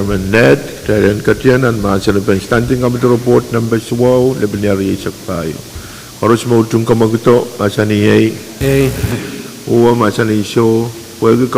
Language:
Pohnpeian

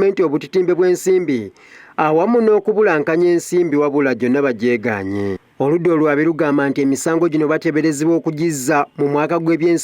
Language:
Ganda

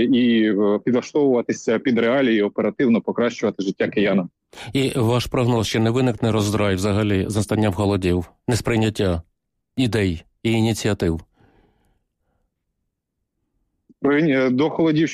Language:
Ukrainian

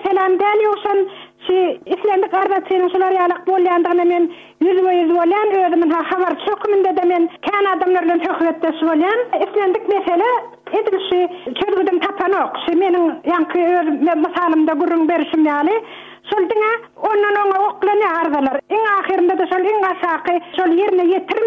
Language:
Turkmen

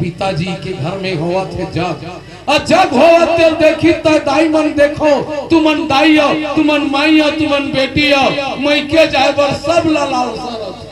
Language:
Chhattisgarhi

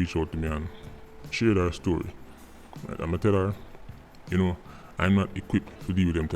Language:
Jamaican Creole English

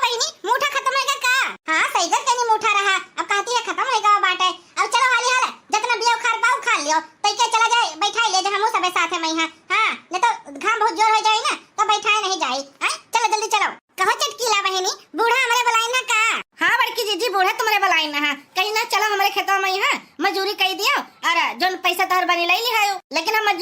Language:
Awadhi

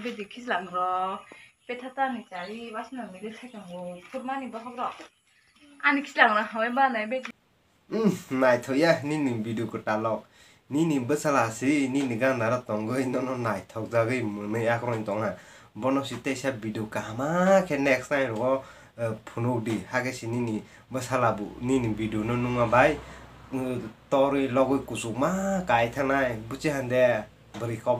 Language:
Kok Borok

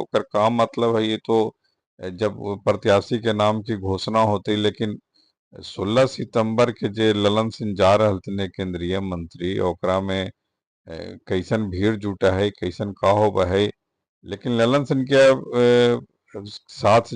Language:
Magahi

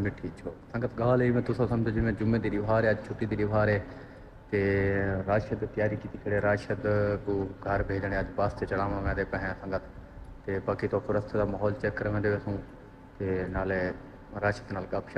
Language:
Saraiki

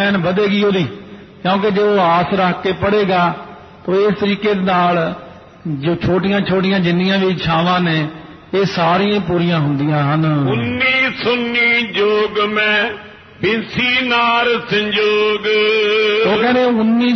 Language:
Punjabi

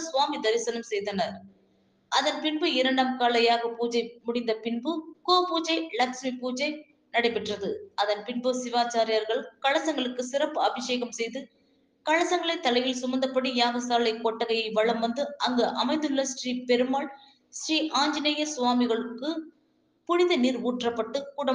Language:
Tamil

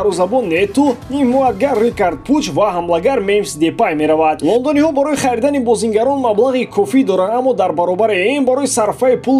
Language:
Tajik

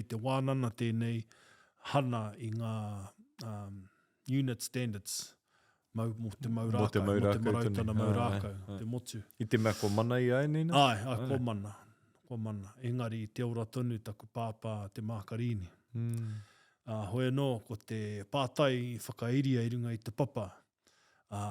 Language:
Māori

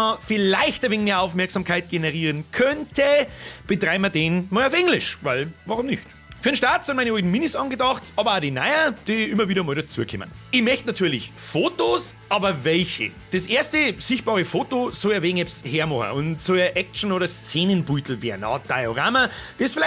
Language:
Bavarian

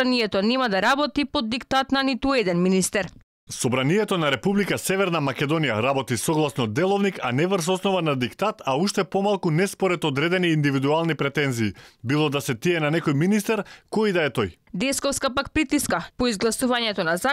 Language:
Macedonian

